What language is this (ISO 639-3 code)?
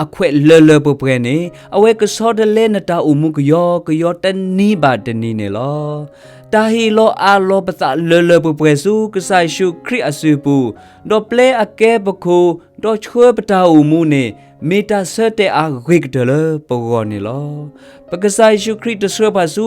ksw